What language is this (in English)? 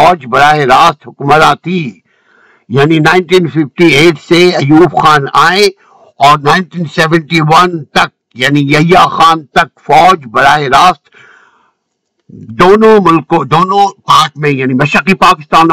Urdu